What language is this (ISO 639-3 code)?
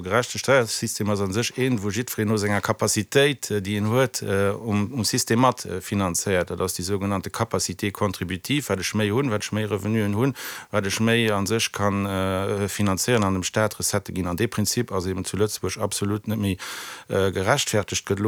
ltz